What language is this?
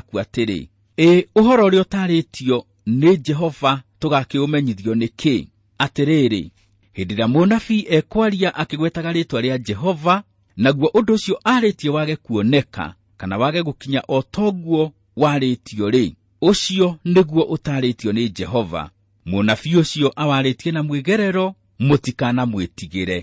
Kikuyu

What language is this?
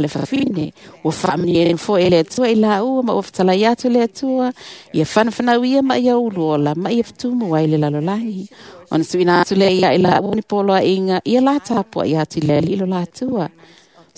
Samoan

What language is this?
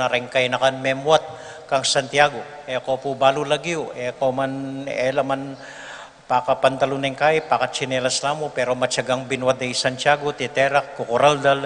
Pampanga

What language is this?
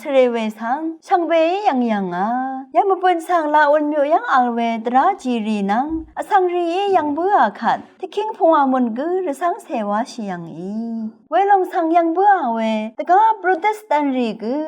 Rawang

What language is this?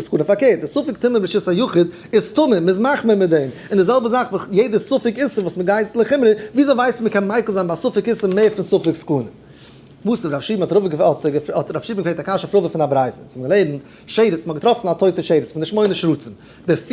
Yiddish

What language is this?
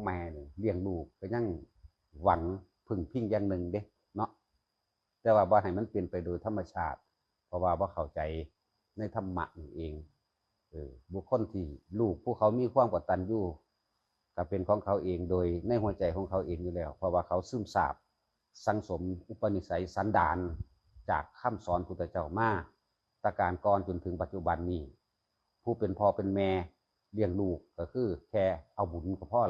Northeastern Thai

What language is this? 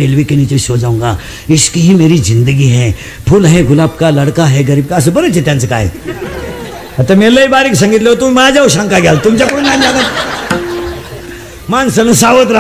Marathi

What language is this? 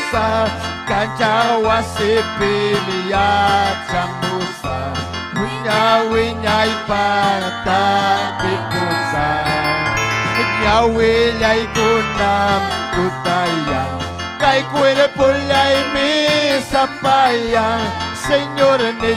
Ayacucho Quechua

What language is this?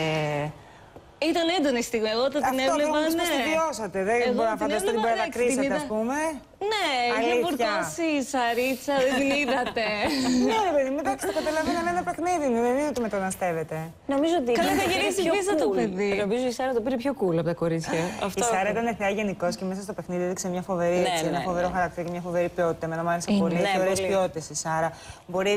Greek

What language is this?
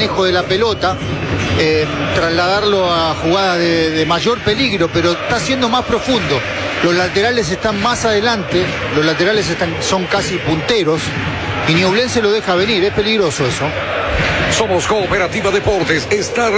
Spanish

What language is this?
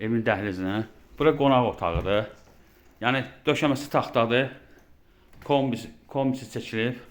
Azerbaijani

